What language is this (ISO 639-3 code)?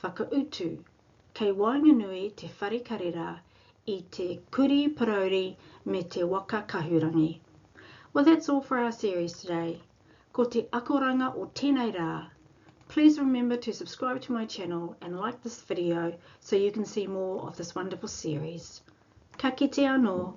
mri